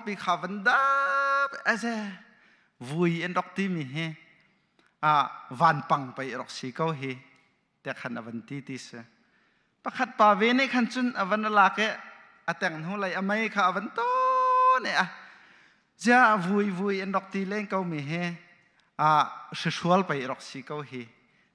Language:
Hakha Chin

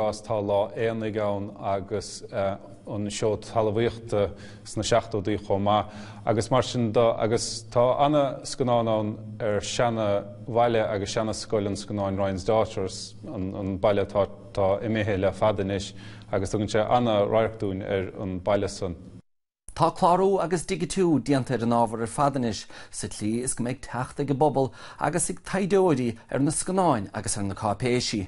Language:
Irish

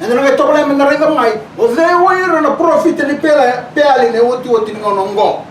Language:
Fijian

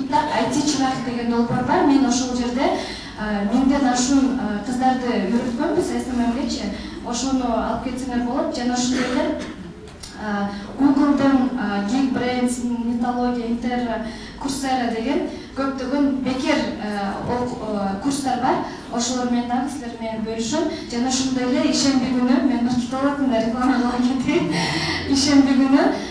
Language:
Kyrgyz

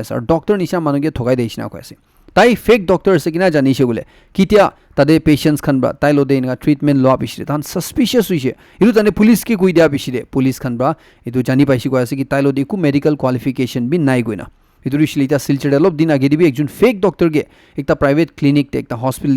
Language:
Naga Pidgin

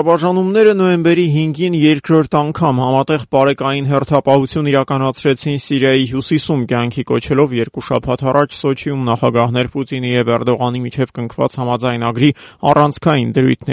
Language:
Armenian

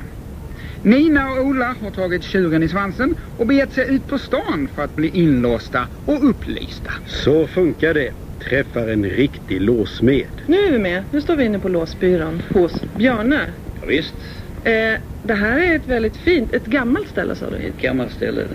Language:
Swedish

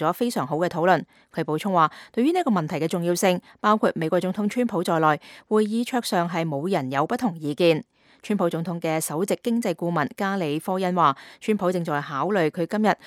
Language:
Cantonese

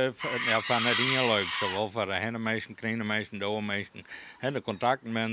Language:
Western Frisian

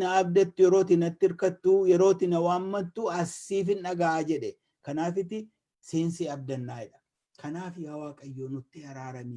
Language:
Oromo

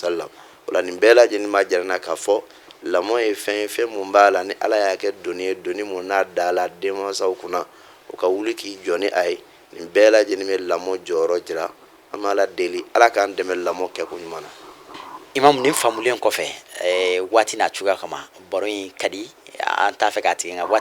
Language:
Bambara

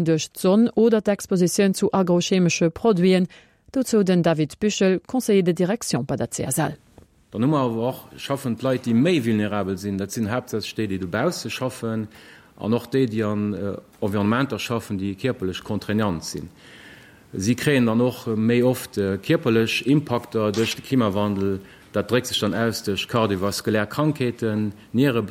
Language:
Luxembourgish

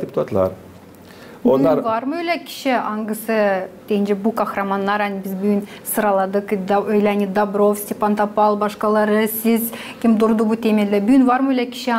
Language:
Gagauz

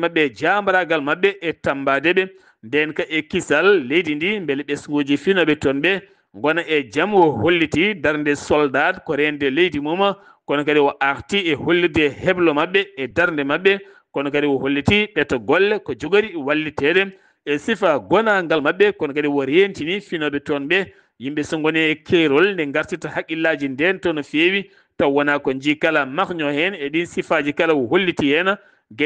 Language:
Fula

